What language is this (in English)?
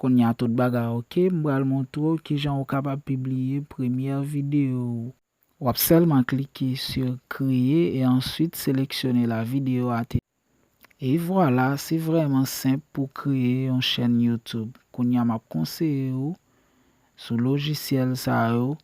Haitian Creole